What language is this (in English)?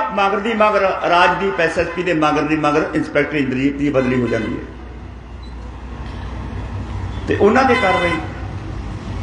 Punjabi